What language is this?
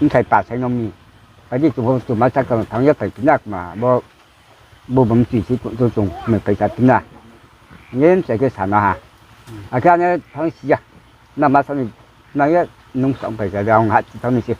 Riang (India)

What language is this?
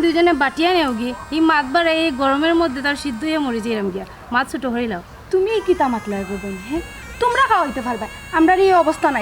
Sylheti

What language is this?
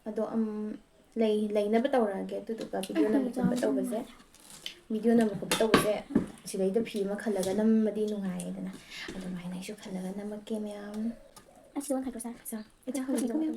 Manipuri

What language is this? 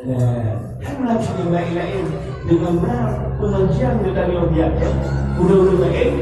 Achinese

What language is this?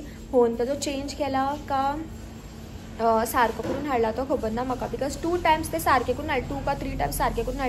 Konkani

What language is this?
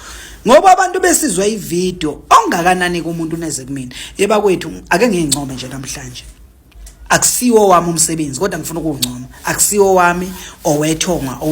Zulu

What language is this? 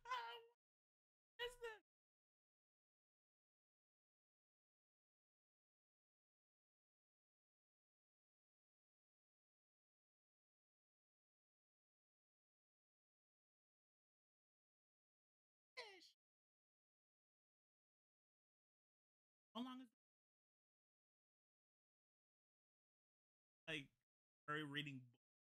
English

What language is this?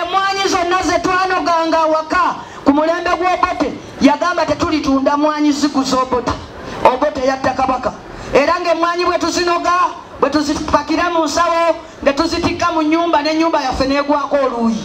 Ganda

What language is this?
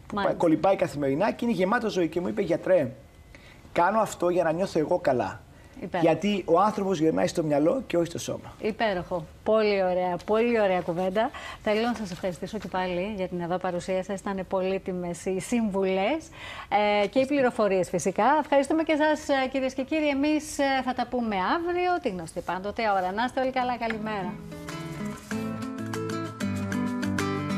Greek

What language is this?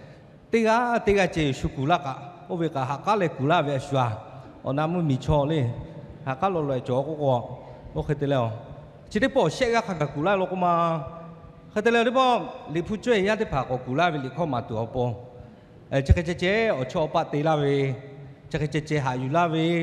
Lahu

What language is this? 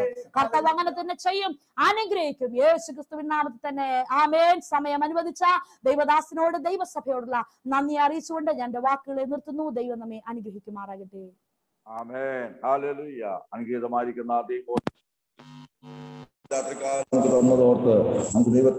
Malayalam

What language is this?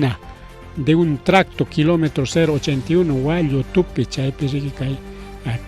Ayacucho Quechua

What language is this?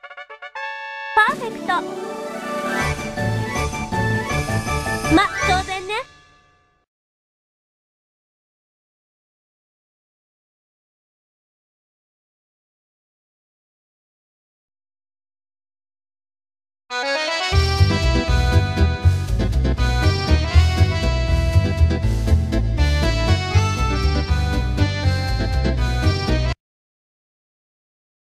Japanese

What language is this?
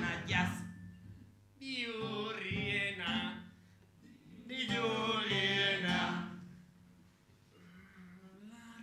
Basque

